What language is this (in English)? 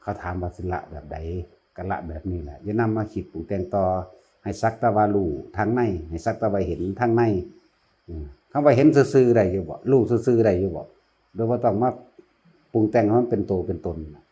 Northeastern Thai